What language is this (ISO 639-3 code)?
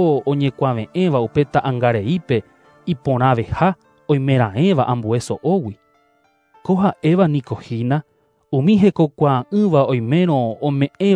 grn